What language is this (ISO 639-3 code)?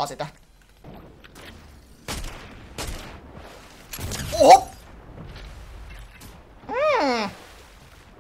fin